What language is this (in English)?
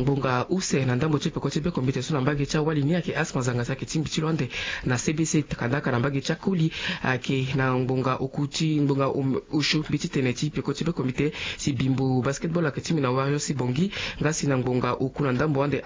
Sango